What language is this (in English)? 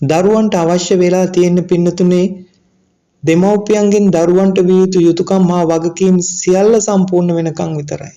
Sinhala